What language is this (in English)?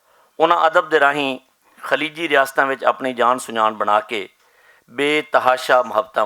Western Panjabi